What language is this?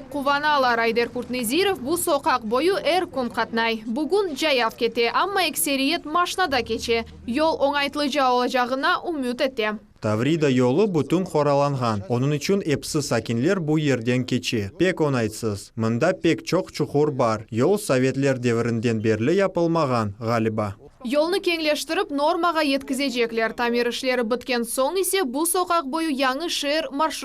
Crimean Tatar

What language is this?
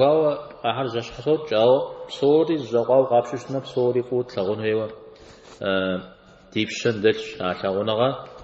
Kabardian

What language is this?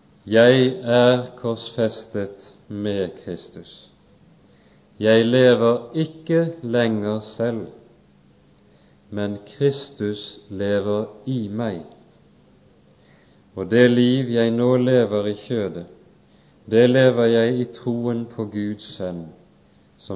Norwegian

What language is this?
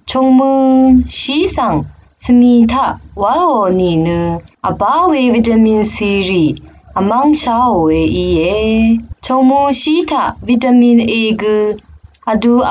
Rawang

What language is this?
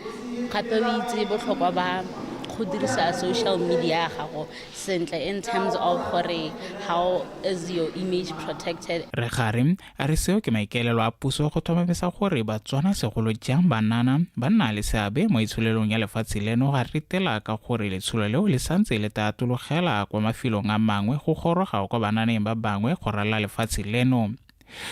Tswana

